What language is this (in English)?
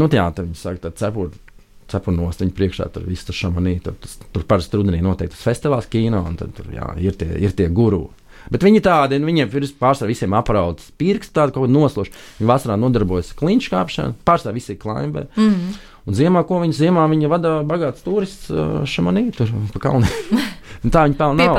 Latvian